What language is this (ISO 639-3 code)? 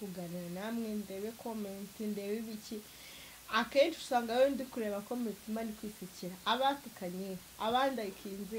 kin